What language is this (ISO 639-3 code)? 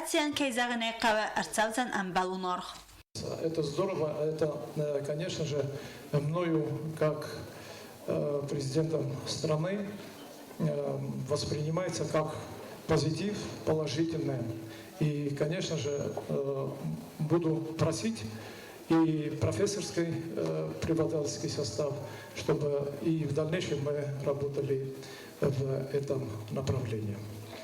oss